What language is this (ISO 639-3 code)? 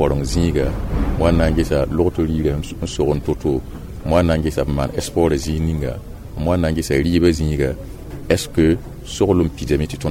mos